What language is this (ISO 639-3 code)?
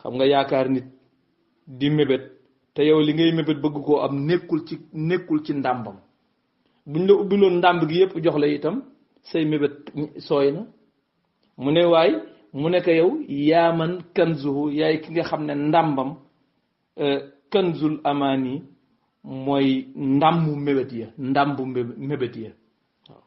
wol